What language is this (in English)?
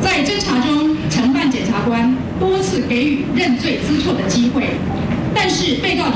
Chinese